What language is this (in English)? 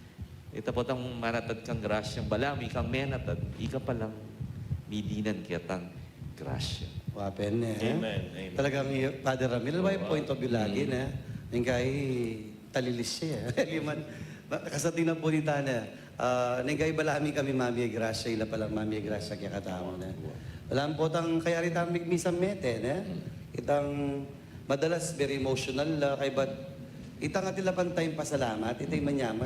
Pampanga